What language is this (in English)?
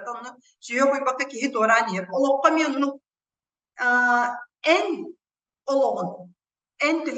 Yakut